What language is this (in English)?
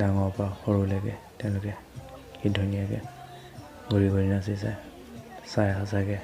Assamese